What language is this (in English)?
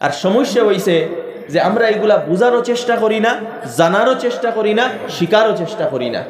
Sylheti